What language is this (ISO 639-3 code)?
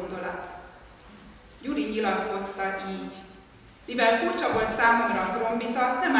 hun